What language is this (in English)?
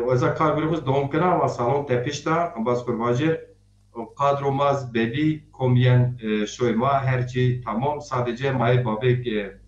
Zaza